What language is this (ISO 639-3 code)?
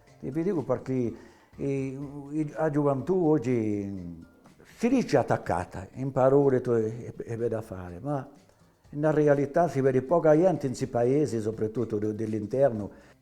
cos